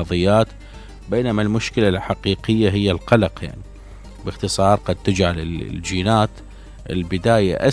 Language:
Mesopotamian Arabic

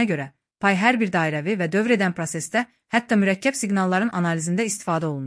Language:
Azerbaijani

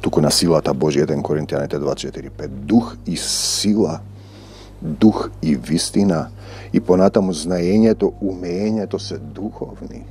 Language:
Macedonian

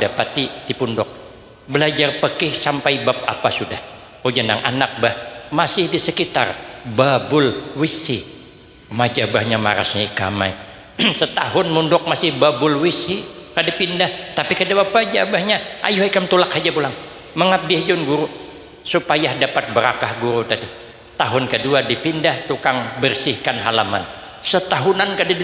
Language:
Banjar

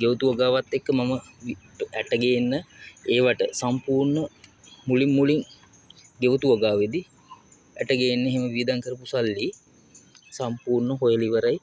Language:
Sinhala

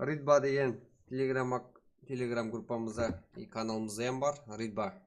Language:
Kara-Kalpak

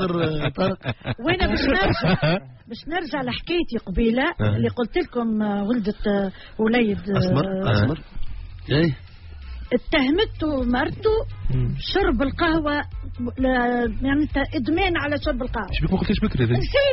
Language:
Tunisian Arabic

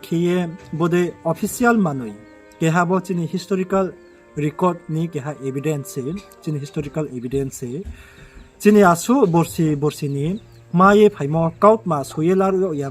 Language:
Riang (India)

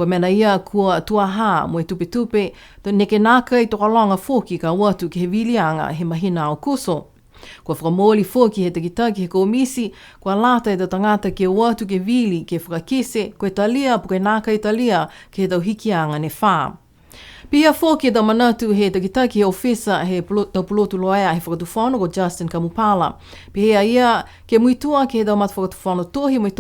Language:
Niuean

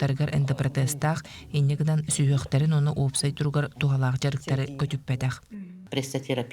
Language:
Yakut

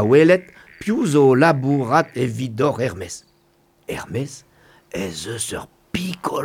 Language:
Breton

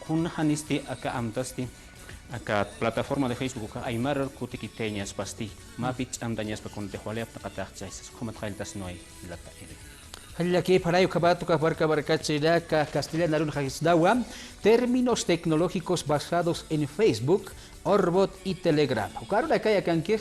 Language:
Aymara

